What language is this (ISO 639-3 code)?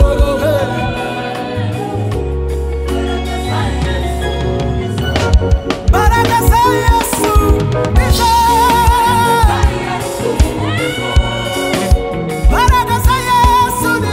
kin